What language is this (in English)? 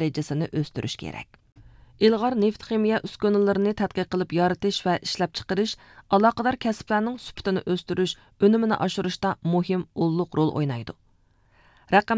Uyghur